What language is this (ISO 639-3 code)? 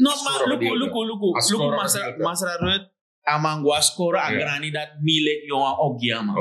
srn